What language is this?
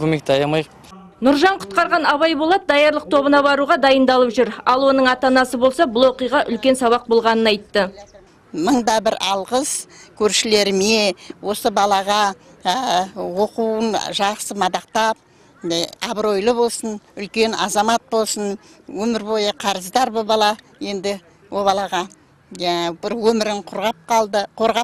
Kazakh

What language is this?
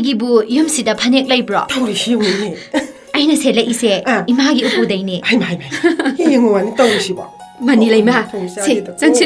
Manipuri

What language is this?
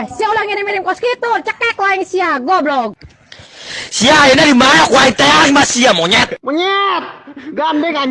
Sundanese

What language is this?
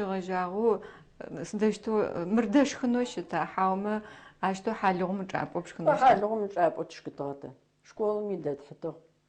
Adyghe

